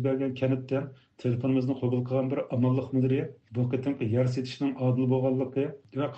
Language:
Uyghur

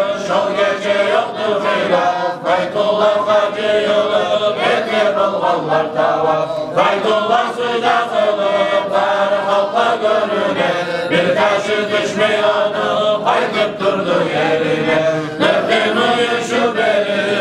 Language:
Kumyk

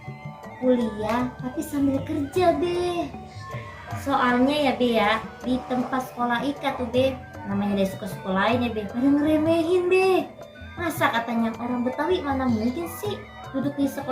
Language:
Betawi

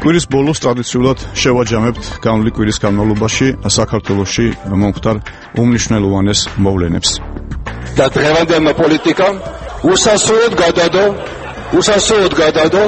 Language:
Georgian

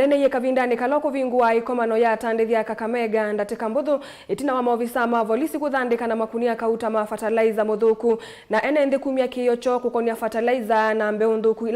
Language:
Kamba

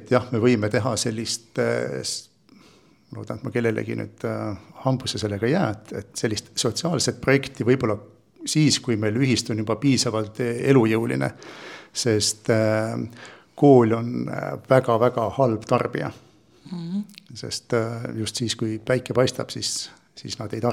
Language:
Estonian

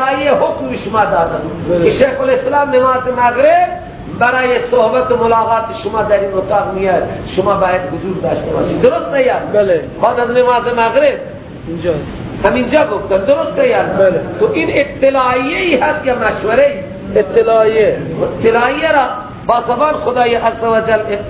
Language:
Persian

